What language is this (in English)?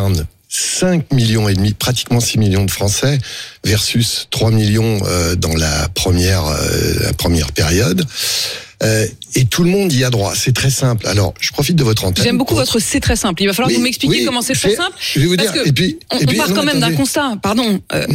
French